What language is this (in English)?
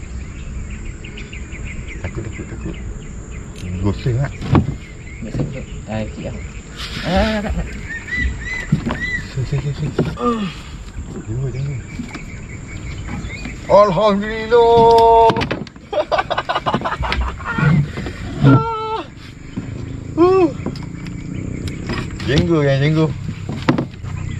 Malay